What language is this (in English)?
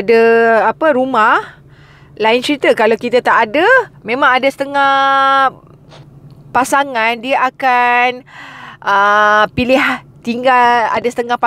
Malay